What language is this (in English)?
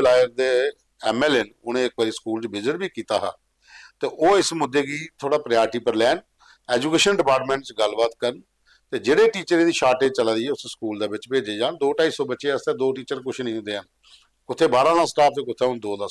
Dogri